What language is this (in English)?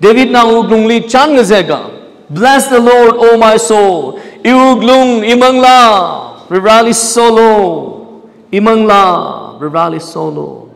Tangkhul Naga (India)